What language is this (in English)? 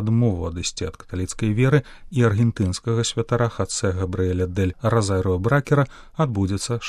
Belarusian